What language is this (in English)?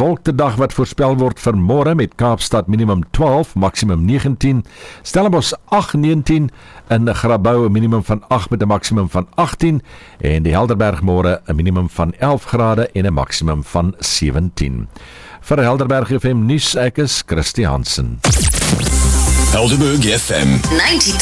Afrikaans